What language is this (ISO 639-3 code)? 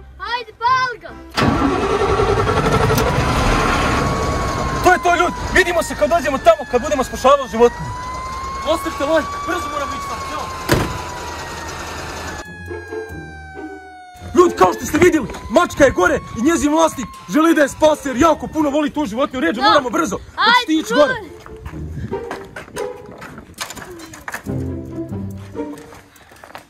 hrv